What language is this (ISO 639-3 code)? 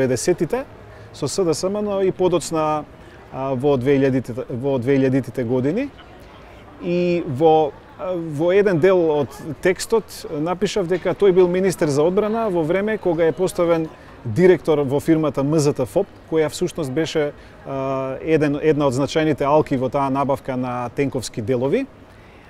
mkd